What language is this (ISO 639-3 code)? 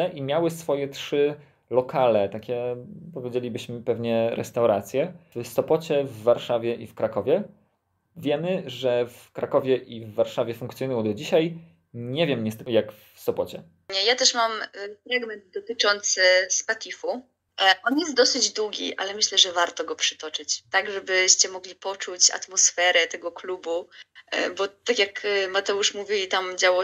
pol